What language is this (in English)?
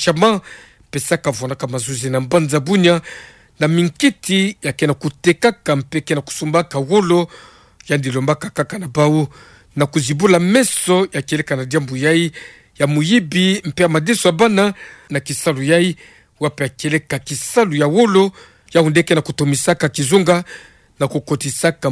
Kituba (Democratic Republic of Congo)